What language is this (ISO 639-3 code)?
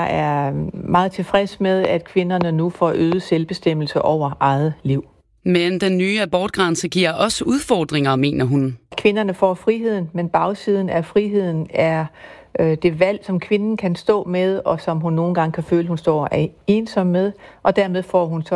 dan